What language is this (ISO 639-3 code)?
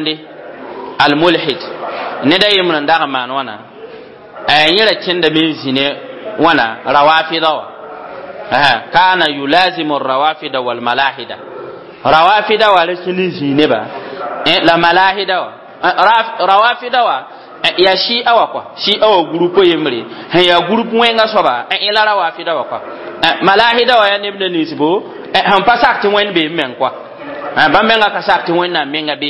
mos